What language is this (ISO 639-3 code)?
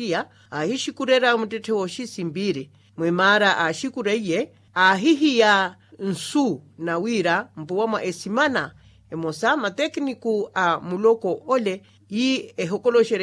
vmw